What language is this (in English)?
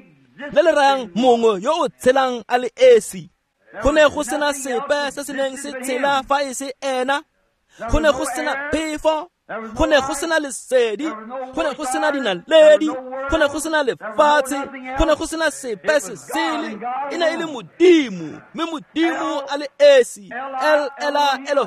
Tswana